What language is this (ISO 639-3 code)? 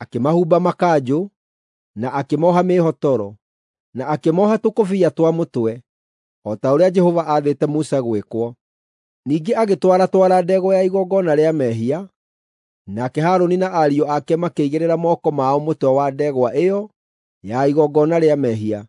kik